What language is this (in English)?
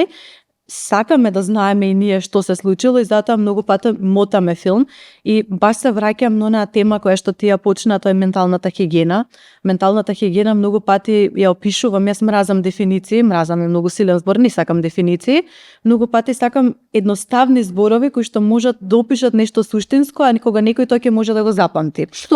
Macedonian